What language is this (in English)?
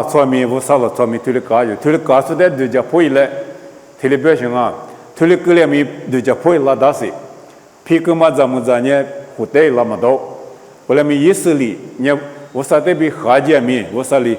Lisu